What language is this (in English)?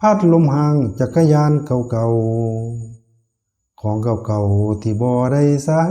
Northeastern Thai